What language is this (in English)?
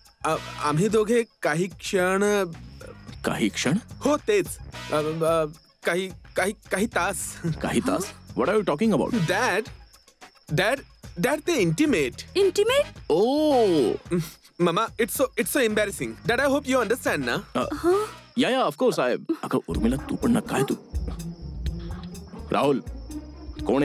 Marathi